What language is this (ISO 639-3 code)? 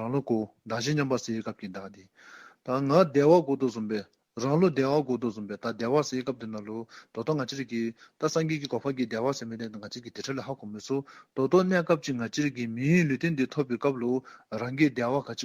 dzo